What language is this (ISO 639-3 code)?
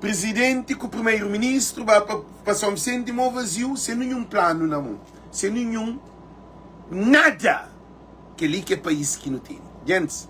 kea